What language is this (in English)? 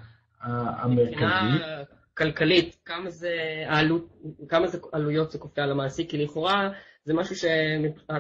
Hebrew